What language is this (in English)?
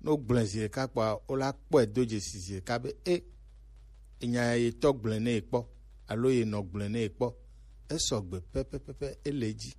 Gen